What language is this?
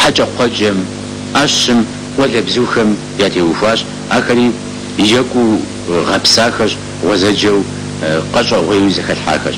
Kabardian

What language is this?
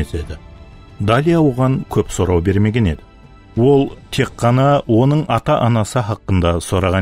Kara-Kalpak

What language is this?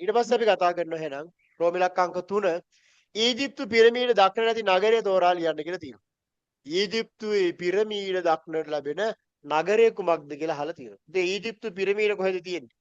Sinhala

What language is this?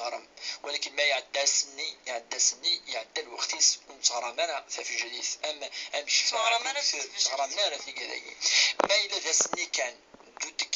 Kabyle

